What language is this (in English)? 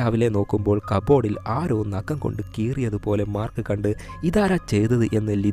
Malayalam